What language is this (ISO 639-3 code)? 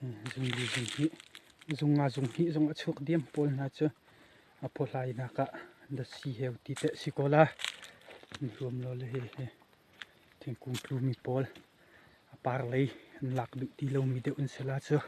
cnh